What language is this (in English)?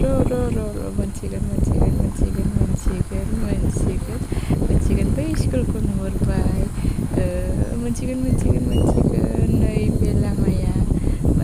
Bodo